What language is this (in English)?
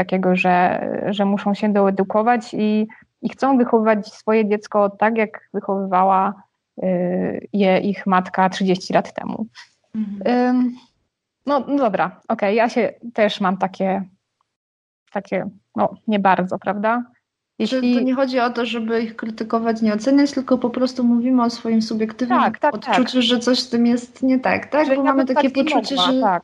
Polish